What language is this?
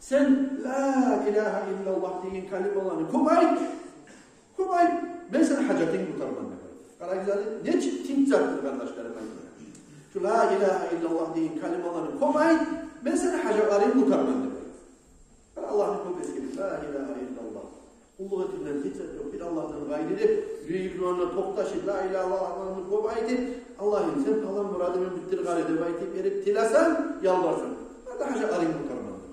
Kumyk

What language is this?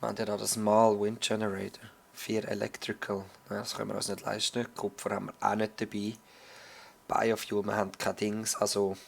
Swiss German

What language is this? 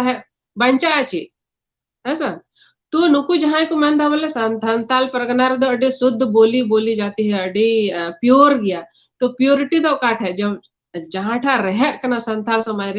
Santali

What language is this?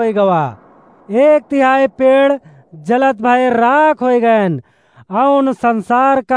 Awadhi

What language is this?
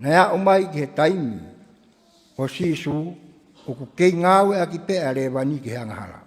Tongan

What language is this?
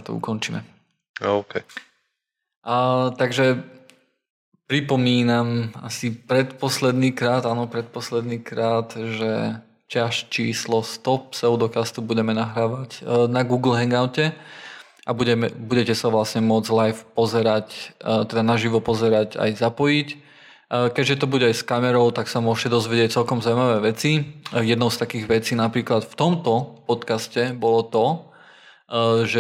Slovak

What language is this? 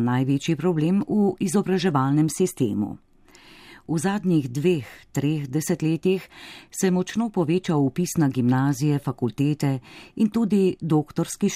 Slovenian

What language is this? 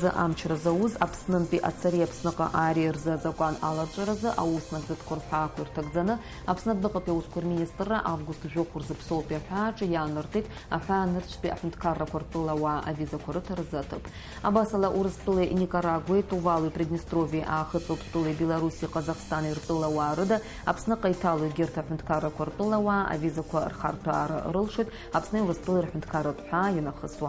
Abkhazian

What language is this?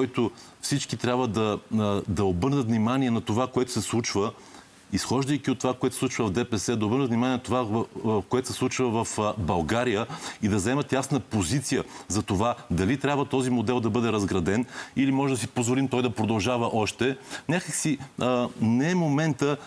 Bulgarian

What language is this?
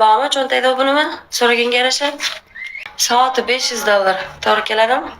Uzbek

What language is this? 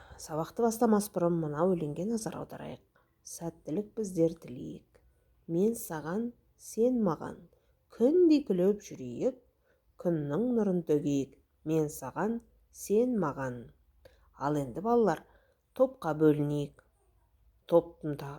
Kazakh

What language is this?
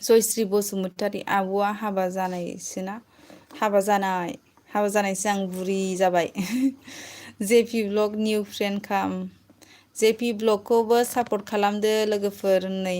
Bodo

